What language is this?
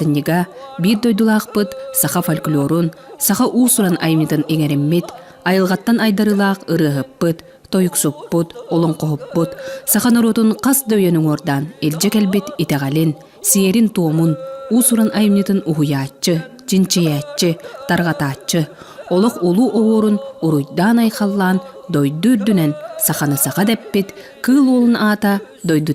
Yakut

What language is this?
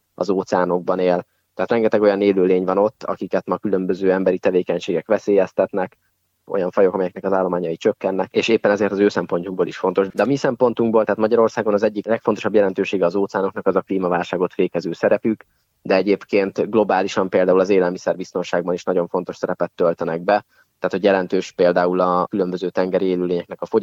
Hungarian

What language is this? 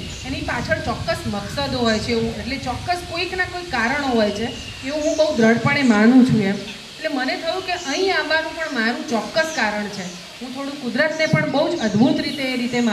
Gujarati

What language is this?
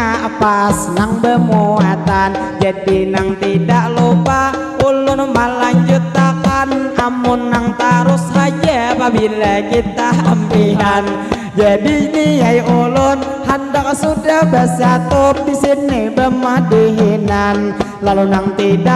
Banjar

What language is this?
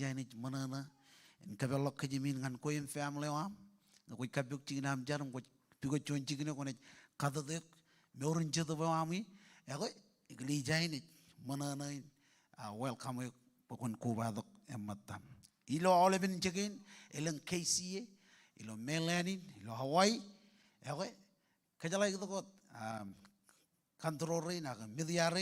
Marshallese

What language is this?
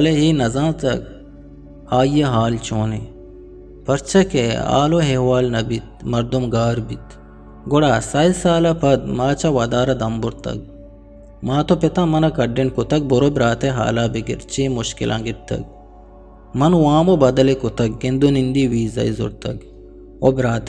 Eastern Balochi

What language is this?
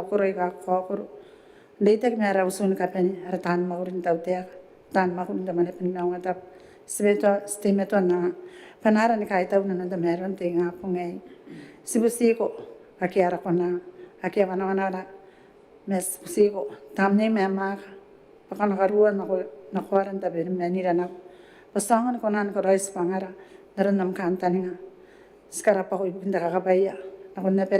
Gilbertese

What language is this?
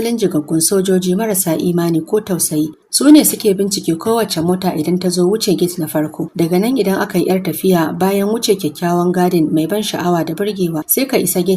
Hausa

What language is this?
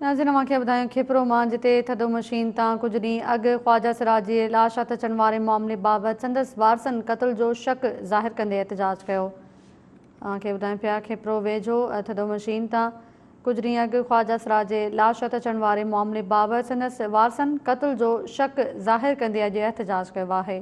Sindhi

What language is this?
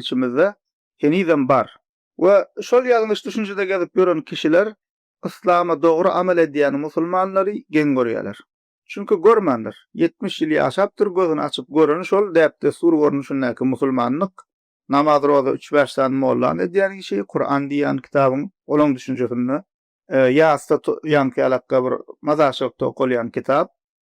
Turkmen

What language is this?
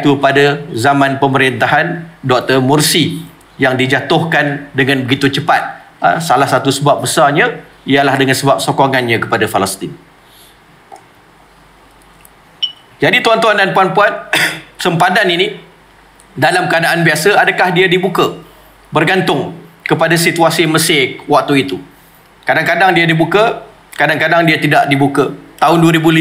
Malay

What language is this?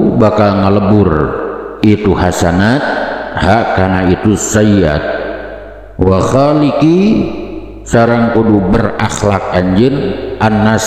Sundanese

